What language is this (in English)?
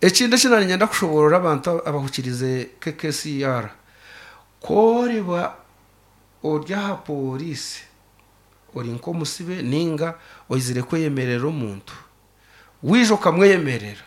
Nyankole